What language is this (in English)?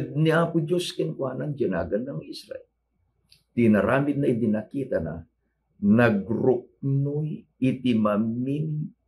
Iloko